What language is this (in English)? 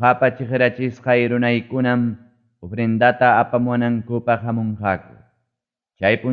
Ayacucho Quechua